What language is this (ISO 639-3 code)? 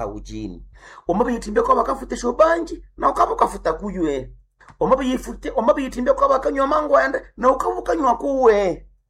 nnb